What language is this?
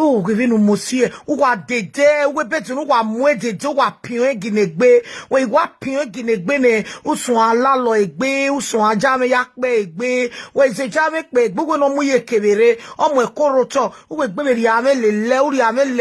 Nigerian Pidgin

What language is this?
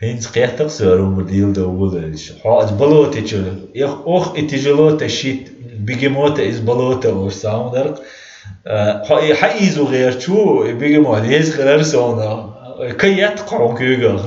Chechen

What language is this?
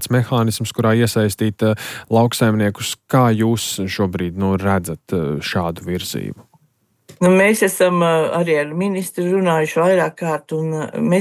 Latvian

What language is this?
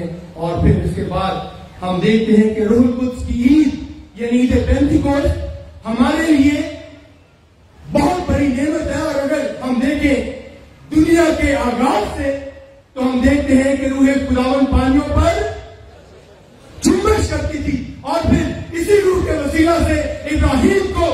Urdu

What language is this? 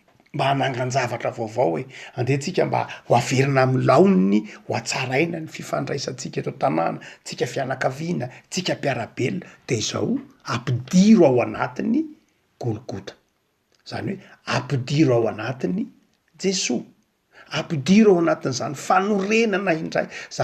Malagasy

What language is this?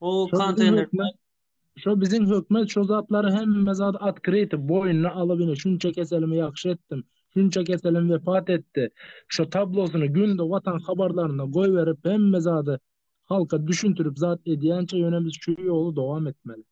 Turkmen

